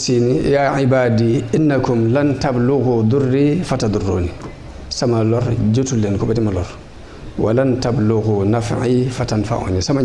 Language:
Wolof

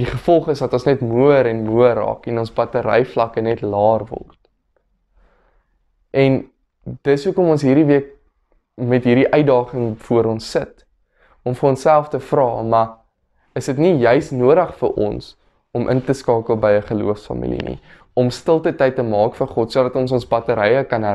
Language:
Afrikaans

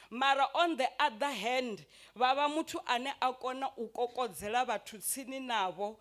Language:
Venda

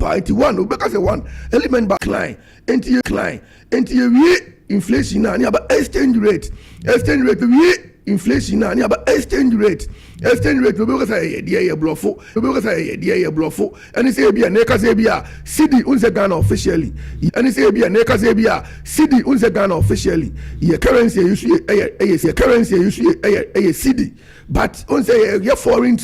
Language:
Akan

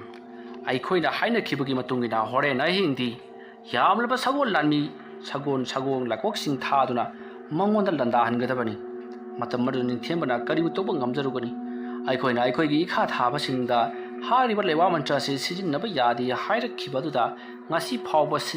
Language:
Manipuri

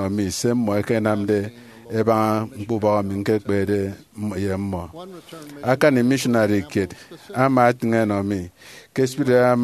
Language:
Efik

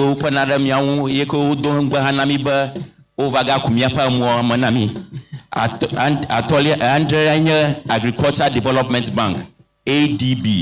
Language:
Ewe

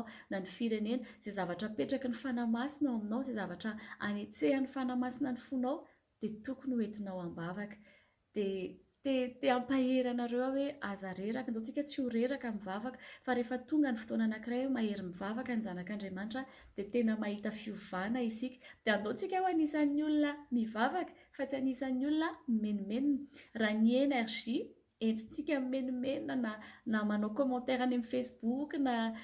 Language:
Malagasy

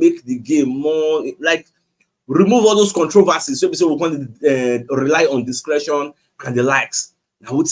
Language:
Nigerian Pidgin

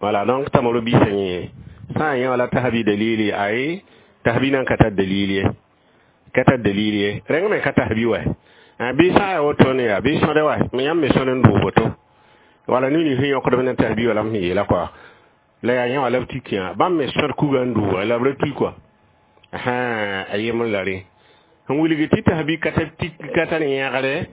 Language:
Mossi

